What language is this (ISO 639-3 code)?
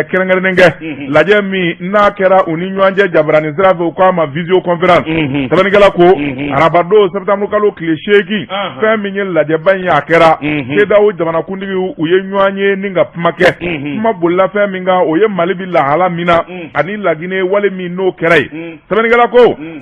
bam